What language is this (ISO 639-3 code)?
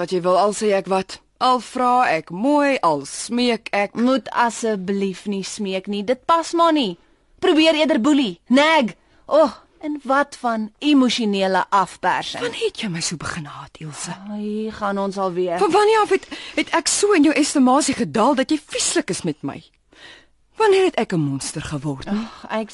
afr